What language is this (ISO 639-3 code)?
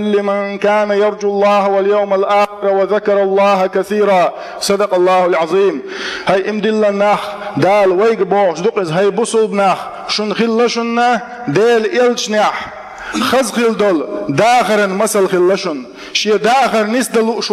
che